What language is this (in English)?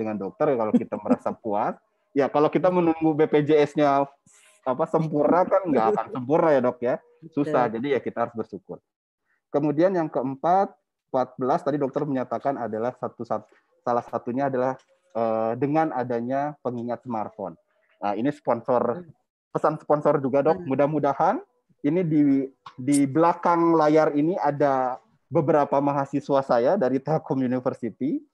Indonesian